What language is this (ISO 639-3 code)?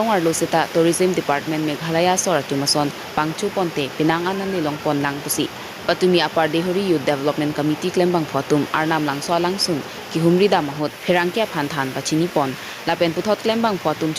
mjw